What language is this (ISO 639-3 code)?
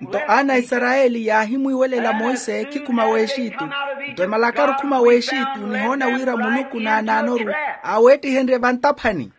vmw